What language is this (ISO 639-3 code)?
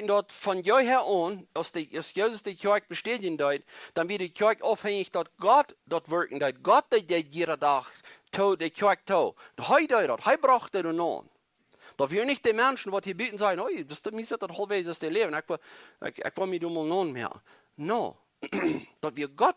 pdt